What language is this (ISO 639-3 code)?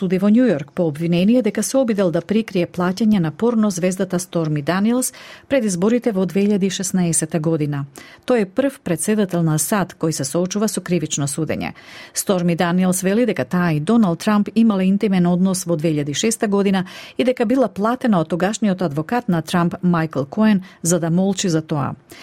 mkd